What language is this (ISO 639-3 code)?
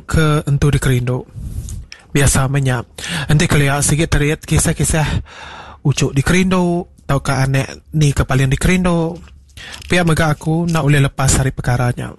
iba